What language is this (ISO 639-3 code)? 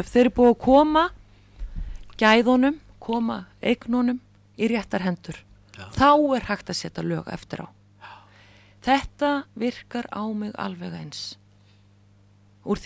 isl